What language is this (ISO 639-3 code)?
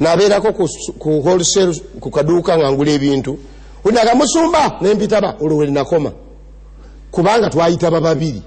lug